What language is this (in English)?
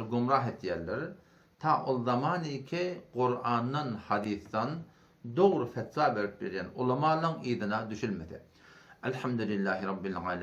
Turkmen